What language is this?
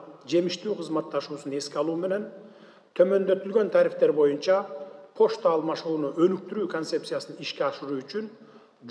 Kyrgyz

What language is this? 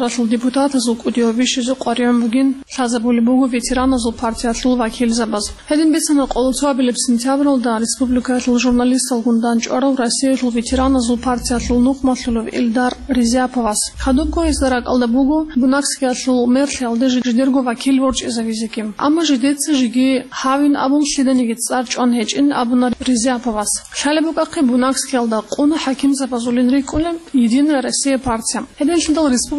Avaric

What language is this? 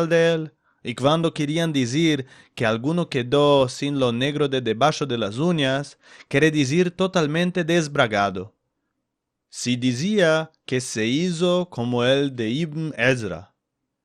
Ladino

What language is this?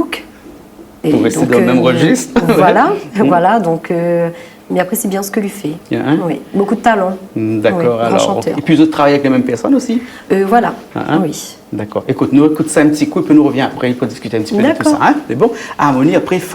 Réunion Creole French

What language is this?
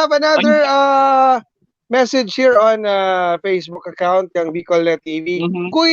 Bikol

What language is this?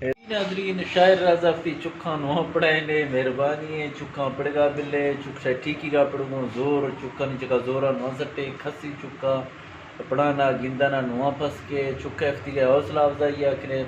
Eastern Balochi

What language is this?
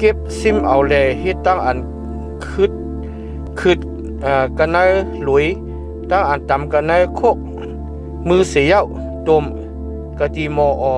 Shan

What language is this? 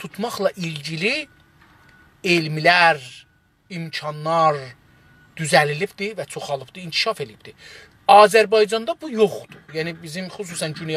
South Azerbaijani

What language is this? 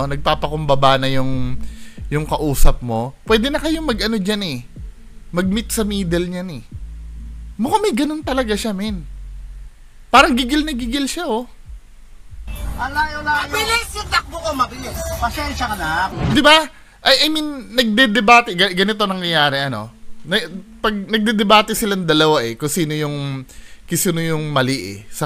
Filipino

